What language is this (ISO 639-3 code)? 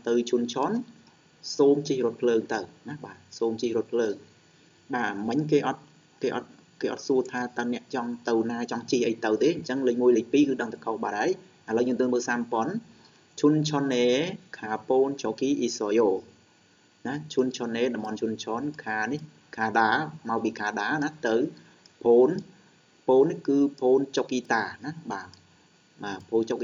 khm